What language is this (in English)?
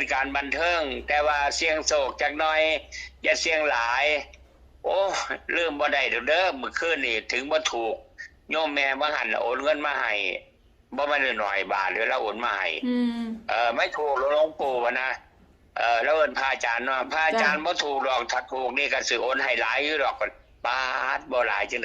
Northeastern Thai